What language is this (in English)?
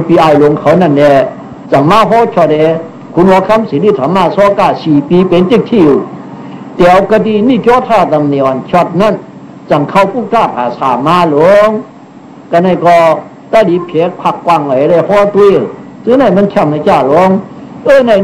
Shan